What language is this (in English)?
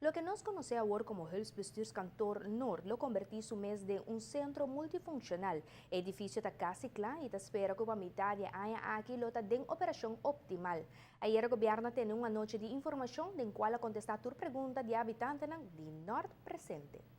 Papiamento